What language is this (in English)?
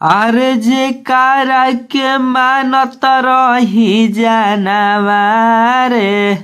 Bhojpuri